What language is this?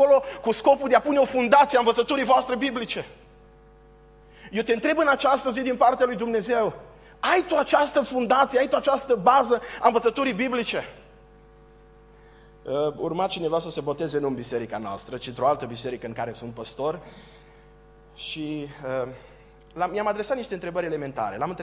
Romanian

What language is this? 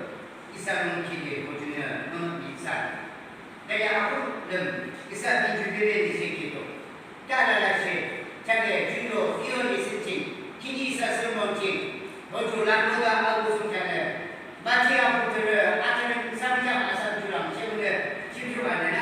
Yimchungru Naga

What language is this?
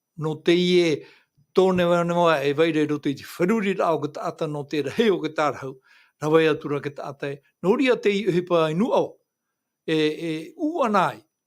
Tahitian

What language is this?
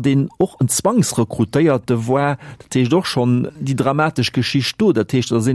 Luxembourgish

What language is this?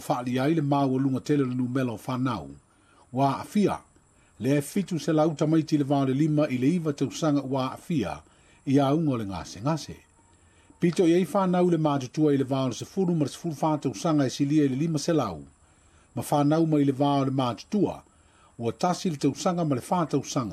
Samoan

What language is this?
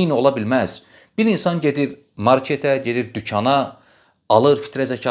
Azerbaijani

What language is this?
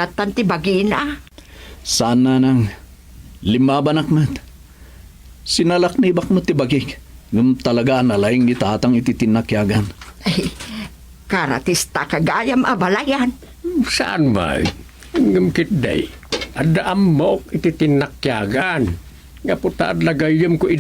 Iloko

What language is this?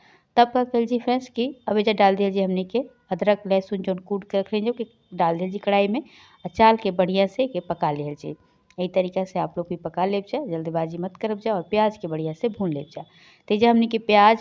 Bhojpuri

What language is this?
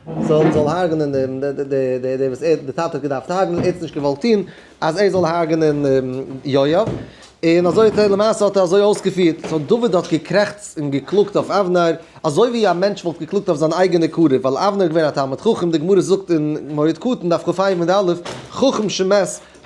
Yiddish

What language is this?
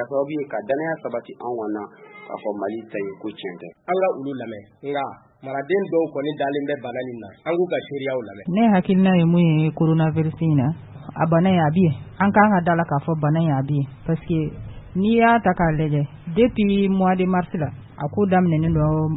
Bambara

